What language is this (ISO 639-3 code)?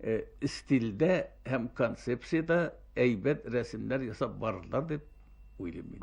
tat